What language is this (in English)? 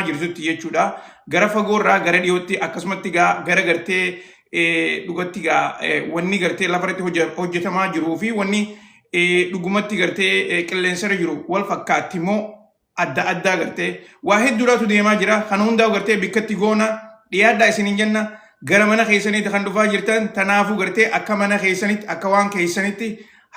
Oromo